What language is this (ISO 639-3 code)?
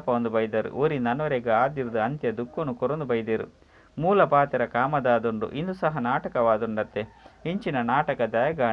tcy